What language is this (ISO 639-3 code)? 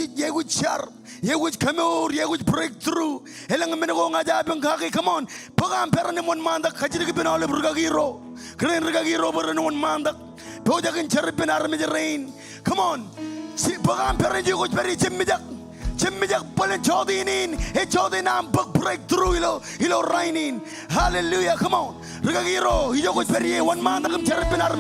mah